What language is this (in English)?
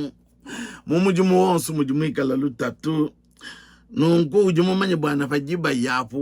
Luba-Lulua